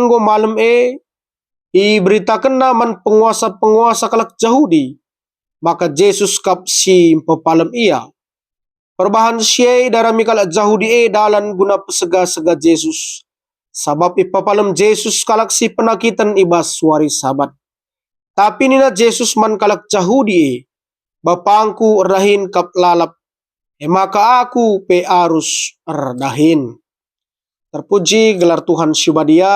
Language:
Batak Karo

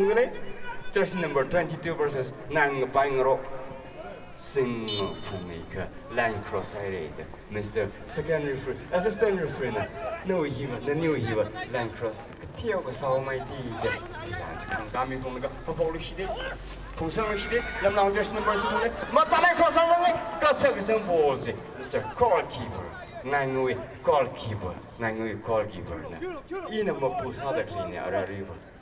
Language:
Tangkhul Naga (India)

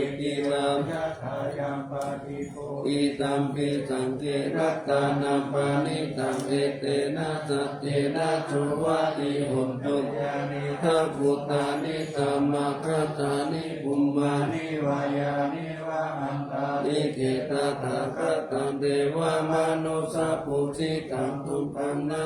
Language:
Pali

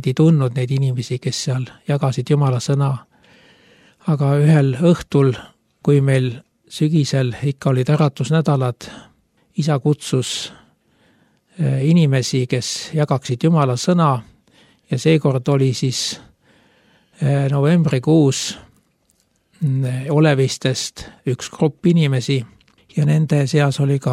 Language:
Estonian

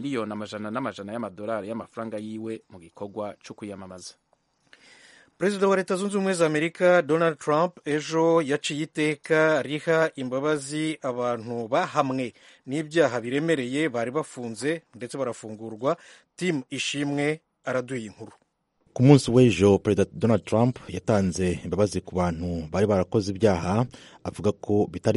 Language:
Kinyarwanda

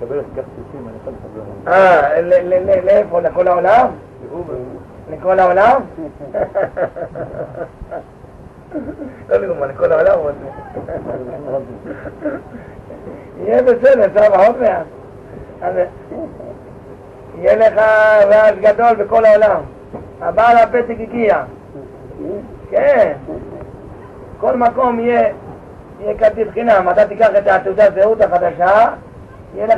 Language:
Hebrew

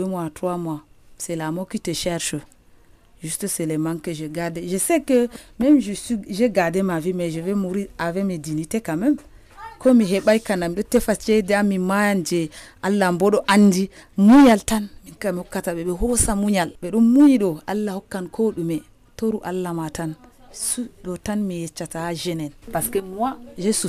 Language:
Nigerian Fulfulde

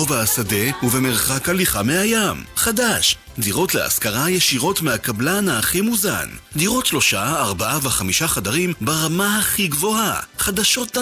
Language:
Hebrew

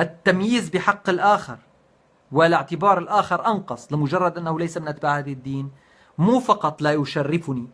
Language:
North Levantine Arabic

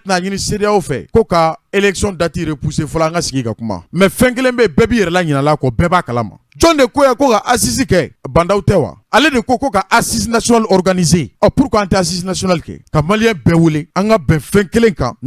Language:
Bambara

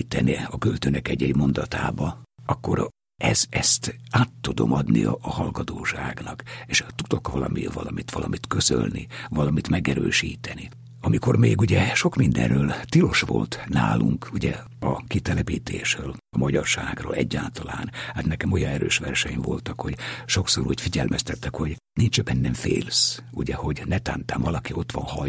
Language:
Hungarian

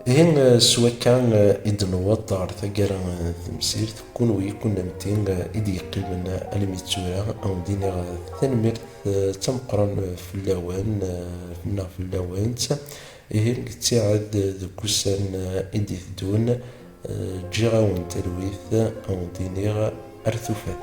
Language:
Kabyle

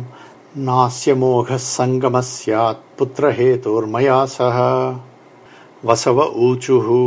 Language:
Sanskrit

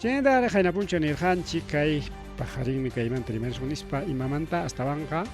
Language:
Ayacucho Quechua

